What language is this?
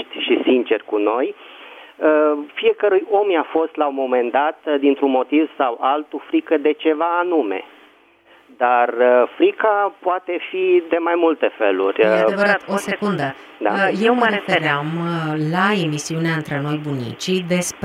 Romanian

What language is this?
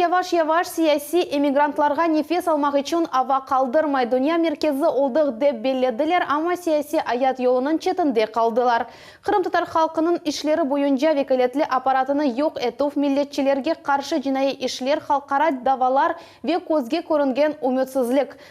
Crimean Tatar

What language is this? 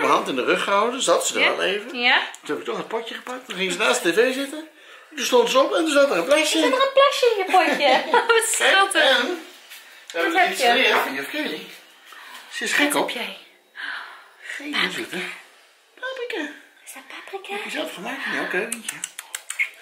Dutch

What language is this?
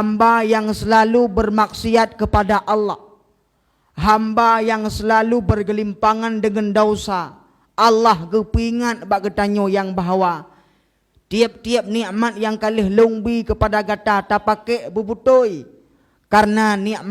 Achinese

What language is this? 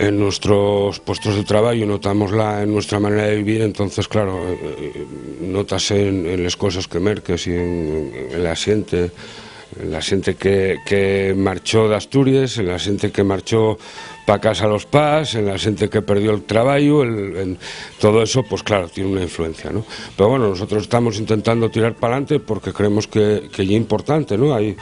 Asturian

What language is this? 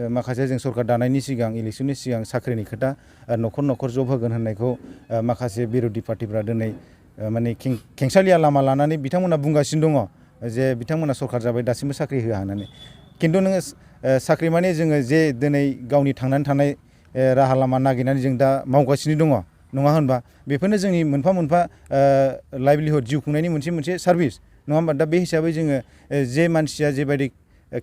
Bodo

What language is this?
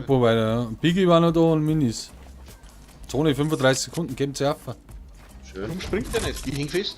Bavarian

